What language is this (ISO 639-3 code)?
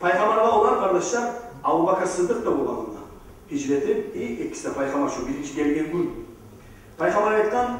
kum